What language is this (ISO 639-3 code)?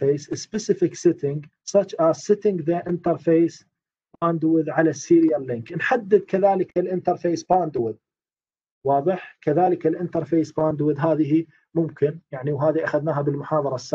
ara